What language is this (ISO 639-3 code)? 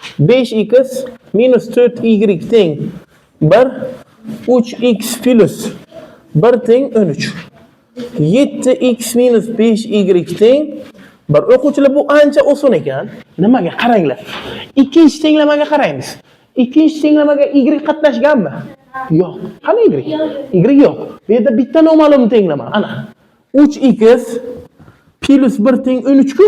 uzb